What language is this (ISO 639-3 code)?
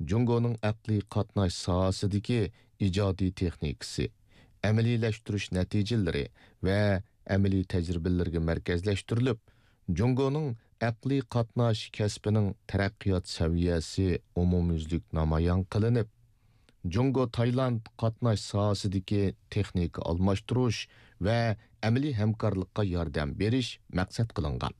uig